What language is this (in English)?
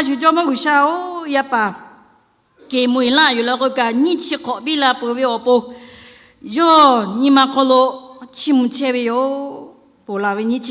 Lahu